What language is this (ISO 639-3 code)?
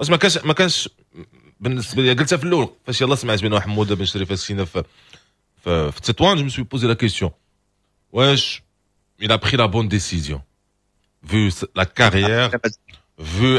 ary